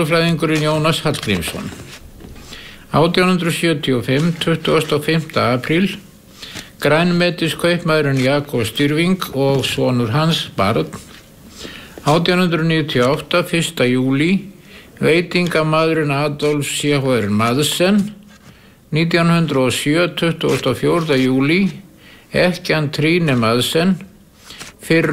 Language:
Icelandic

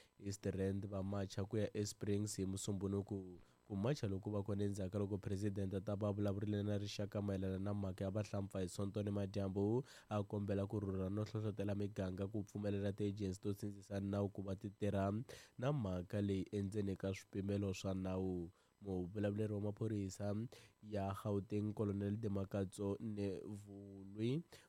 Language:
Tsonga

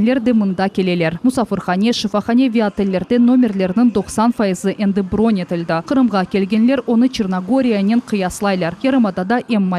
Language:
Crimean Tatar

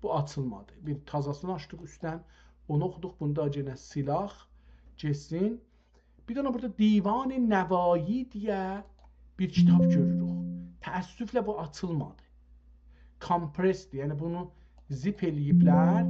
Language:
South Azerbaijani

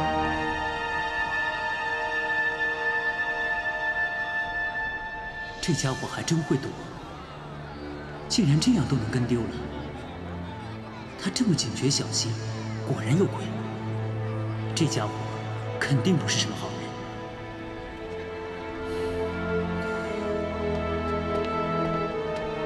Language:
Chinese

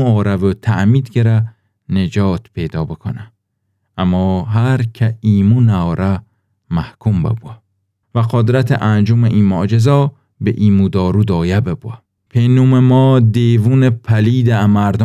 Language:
Gilaki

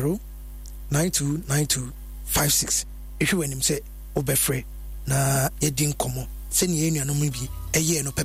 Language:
Akan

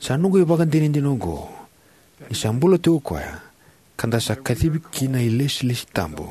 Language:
Fijian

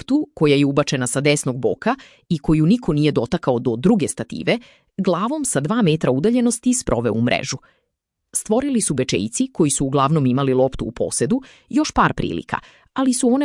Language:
Serbian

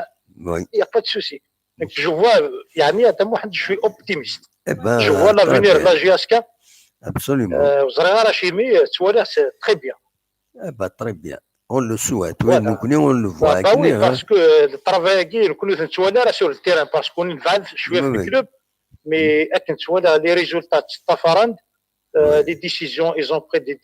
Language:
Kabyle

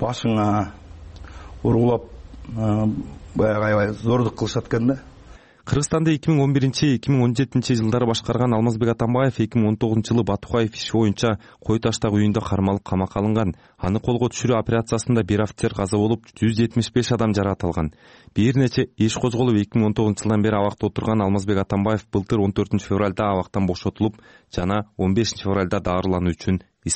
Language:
Kyrgyz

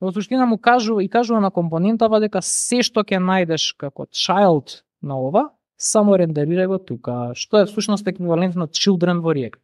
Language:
Macedonian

